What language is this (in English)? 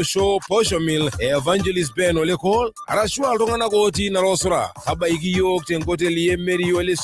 Masai